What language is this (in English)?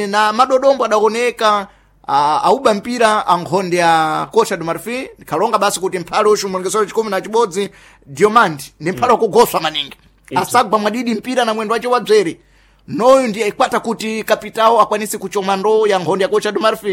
Sena